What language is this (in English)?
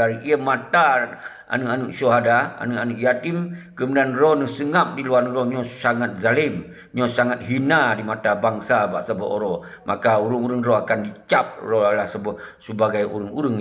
Achinese